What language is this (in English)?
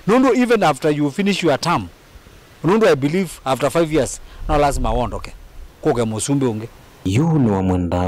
Kamba